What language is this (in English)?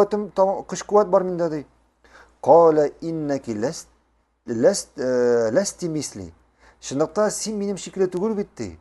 Tatar